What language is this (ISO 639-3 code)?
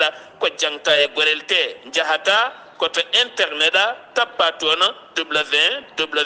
ful